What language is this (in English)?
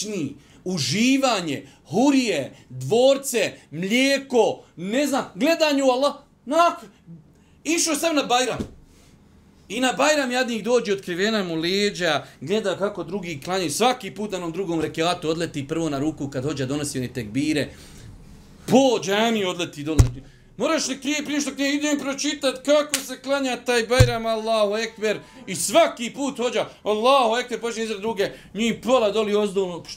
Bosnian